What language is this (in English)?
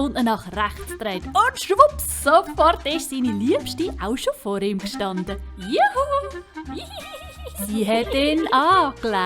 Swiss German